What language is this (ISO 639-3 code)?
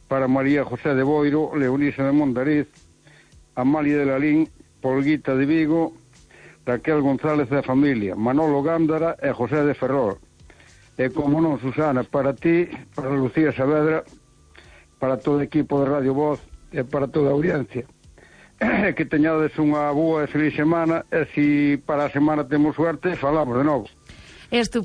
glg